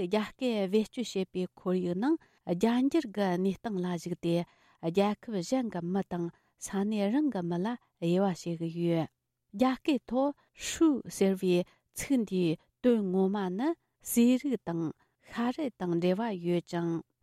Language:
Tibetan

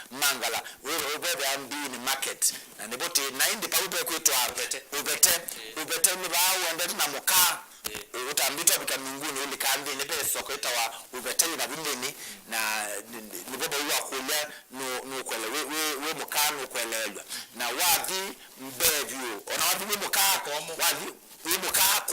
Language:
Kamba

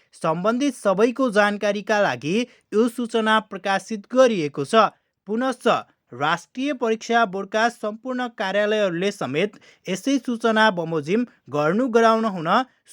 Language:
Nepali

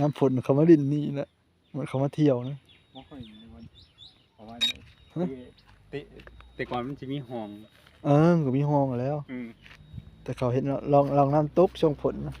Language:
Northeastern Thai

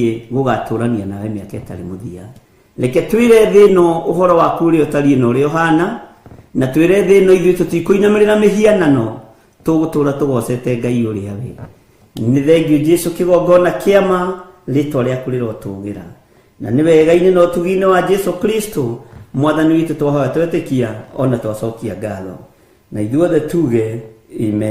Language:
Kikuyu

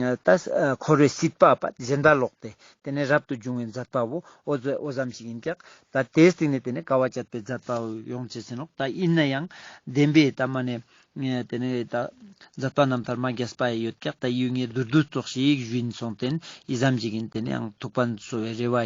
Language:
Ladakhi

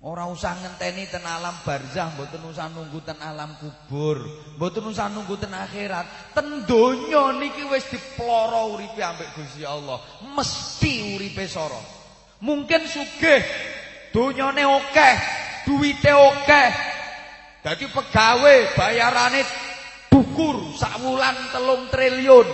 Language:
Javanese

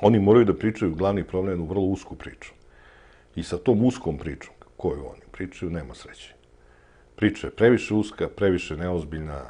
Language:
Serbian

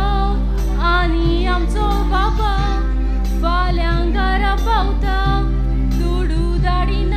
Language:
Konkani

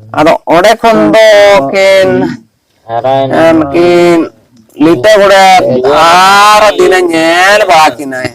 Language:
Santali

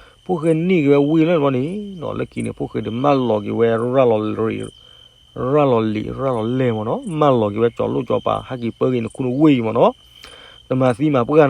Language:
S'gaw Karen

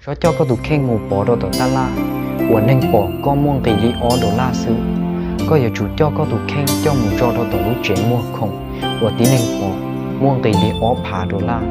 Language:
Hmong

